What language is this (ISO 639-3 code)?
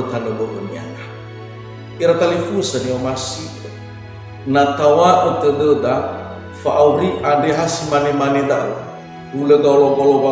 nia